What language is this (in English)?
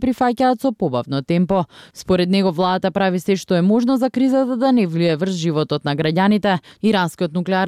Macedonian